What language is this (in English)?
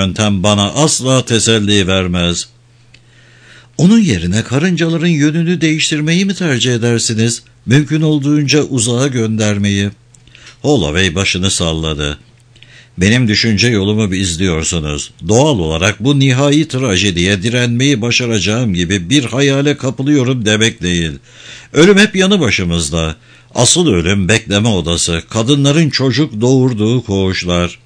Turkish